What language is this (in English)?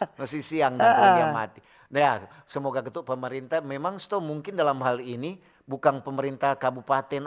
Manado Malay